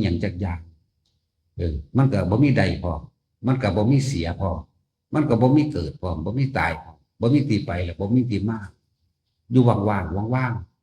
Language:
Northeastern Thai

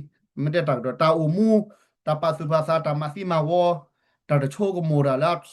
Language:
S'gaw Karen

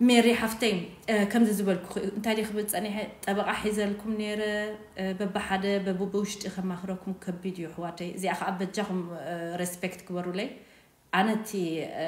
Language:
Tigrinya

